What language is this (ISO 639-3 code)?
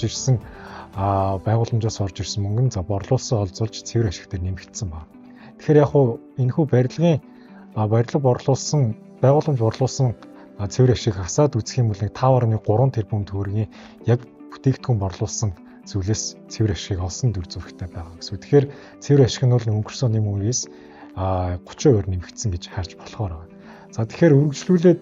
mon